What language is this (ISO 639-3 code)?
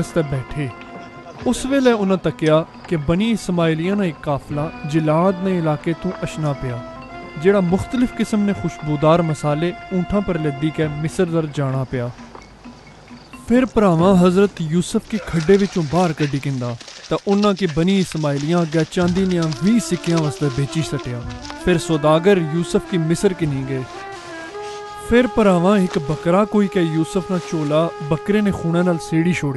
phr